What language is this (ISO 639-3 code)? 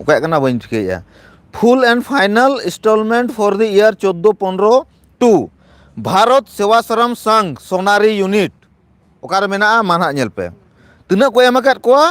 sat